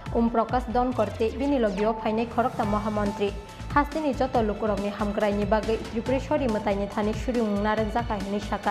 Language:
Kok Borok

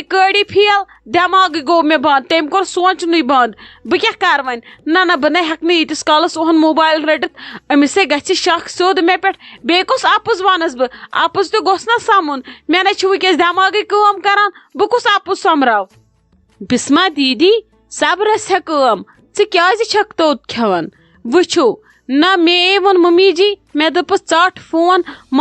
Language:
Kashmiri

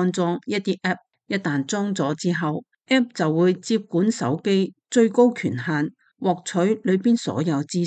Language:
Cantonese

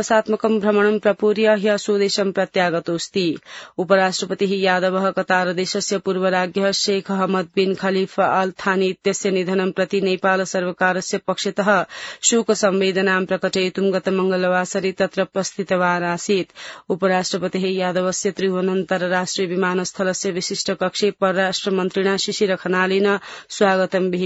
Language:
Sanskrit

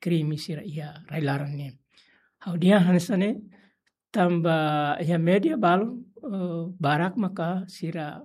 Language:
Tetum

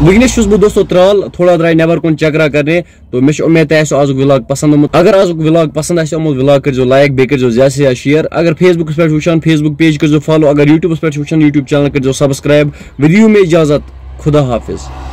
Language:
Kashmiri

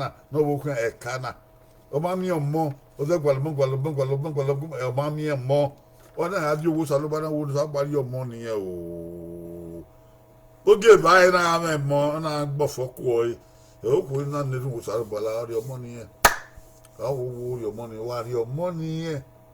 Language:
Bini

